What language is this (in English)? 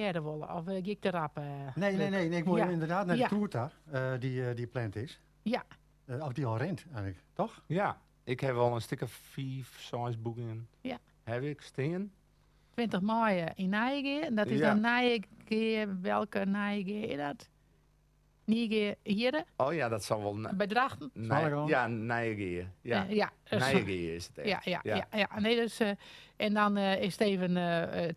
Western Frisian